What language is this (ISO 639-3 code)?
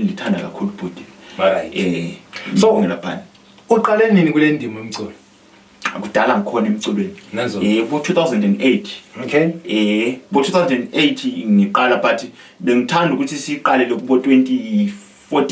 nde